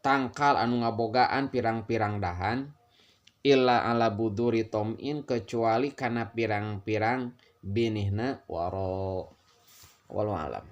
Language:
Sundanese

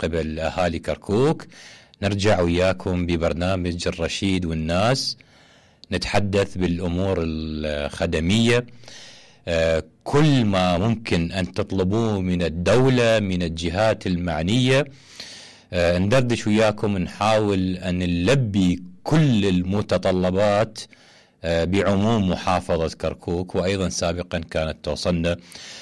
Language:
Mesopotamian Arabic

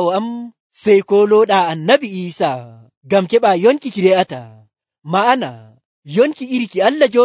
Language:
Nigerian Fulfulde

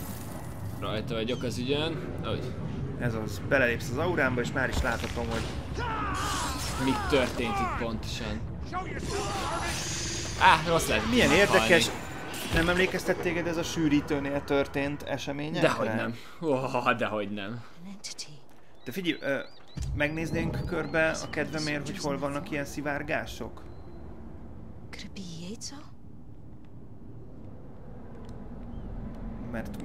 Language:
Hungarian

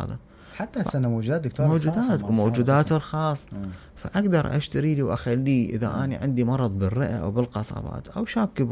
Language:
Mesopotamian Arabic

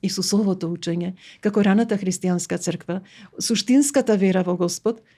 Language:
Macedonian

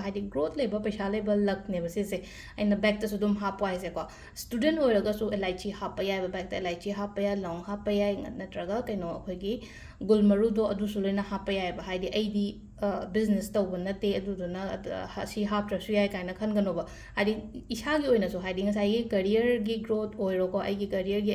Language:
Manipuri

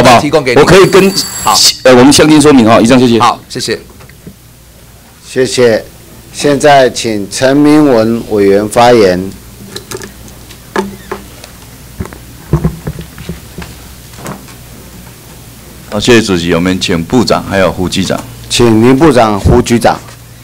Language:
Chinese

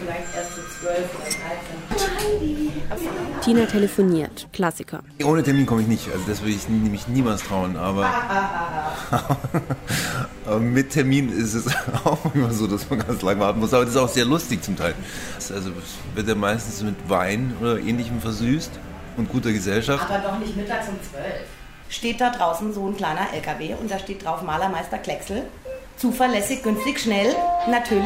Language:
German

